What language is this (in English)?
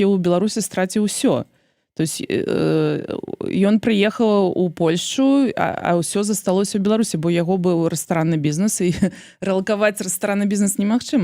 Belarusian